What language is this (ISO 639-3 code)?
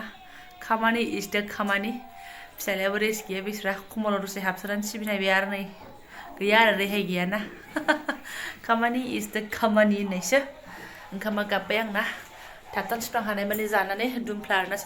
brx